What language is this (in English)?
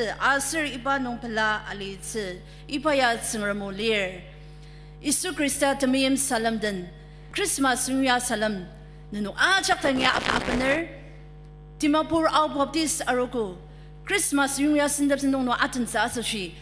Ao Naga